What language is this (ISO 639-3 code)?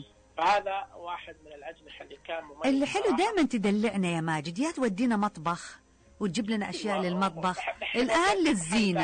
ars